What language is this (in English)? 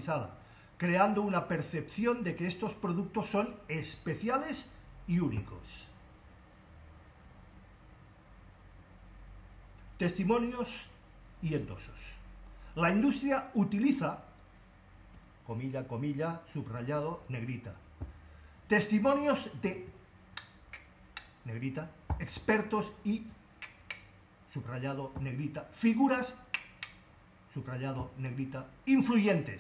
Spanish